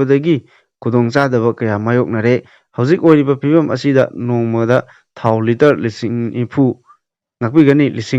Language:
Manipuri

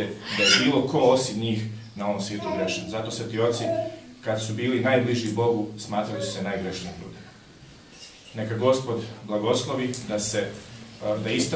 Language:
Serbian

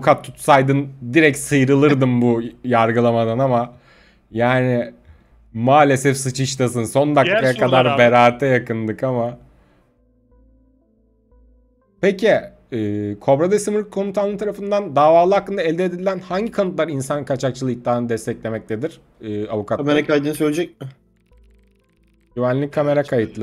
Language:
Turkish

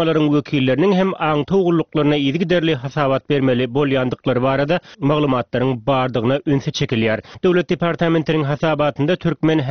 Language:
Turkmen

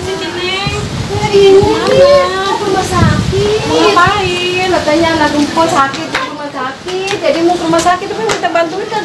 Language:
Betawi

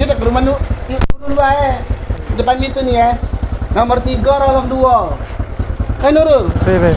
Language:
Musi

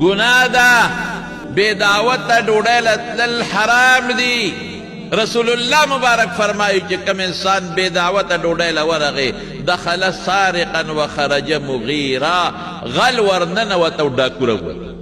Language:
Pashto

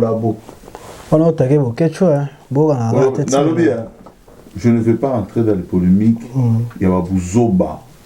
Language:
Lingala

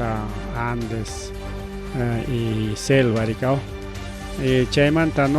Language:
Ayacucho Quechua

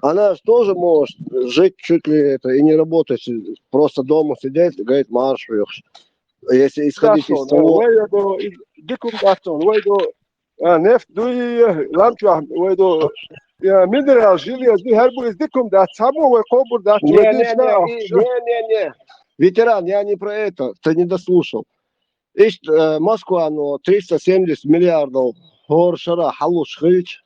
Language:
Chechen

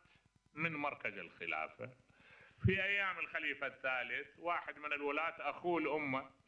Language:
Mesopotamian Arabic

